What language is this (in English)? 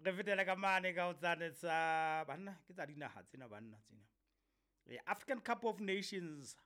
Southern Sotho